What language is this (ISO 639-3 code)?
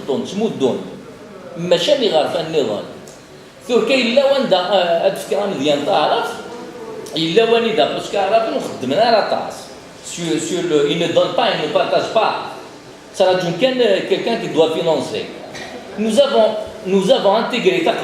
kab